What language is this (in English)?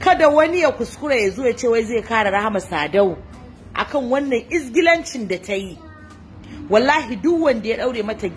Hausa